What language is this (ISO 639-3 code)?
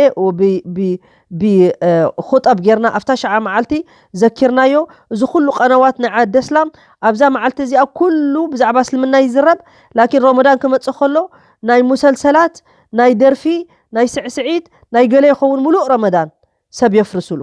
tir